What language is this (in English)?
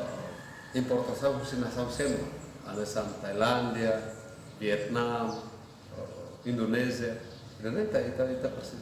Tetum